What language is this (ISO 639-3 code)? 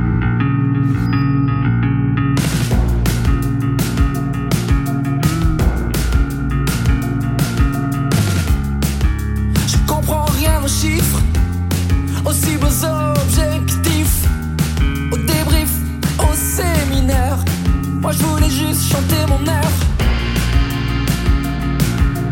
fra